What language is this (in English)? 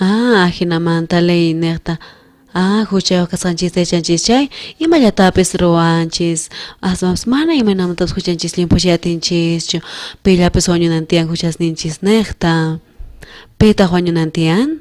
South Bolivian Quechua